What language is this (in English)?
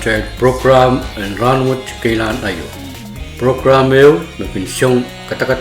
Pohnpeian